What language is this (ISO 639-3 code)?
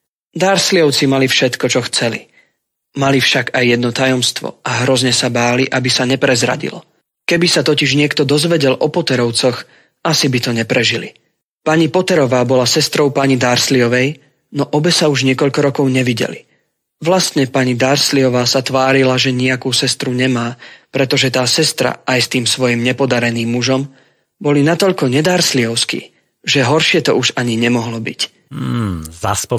slk